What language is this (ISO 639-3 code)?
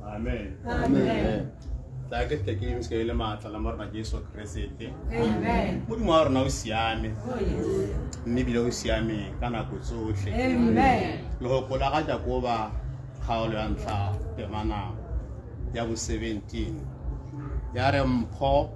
tsn